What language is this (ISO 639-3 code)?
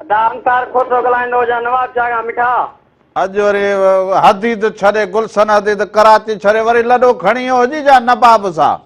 snd